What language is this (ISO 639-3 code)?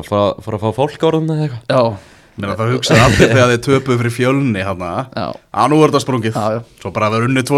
isl